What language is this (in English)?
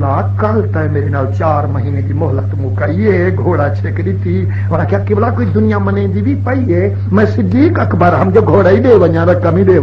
Saraiki